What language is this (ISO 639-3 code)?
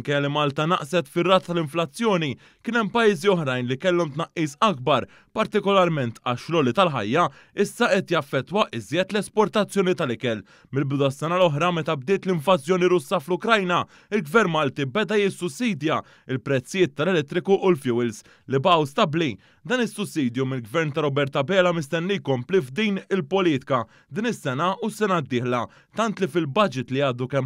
mlt